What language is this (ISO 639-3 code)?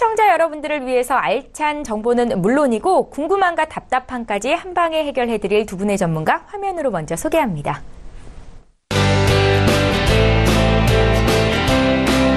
kor